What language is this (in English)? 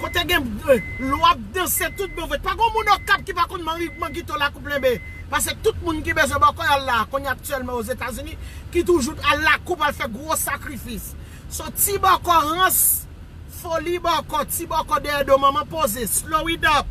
Haitian Creole